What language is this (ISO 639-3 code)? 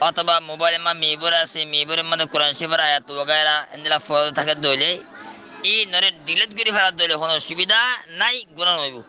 rhg